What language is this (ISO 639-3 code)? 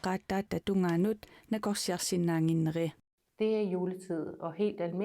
kal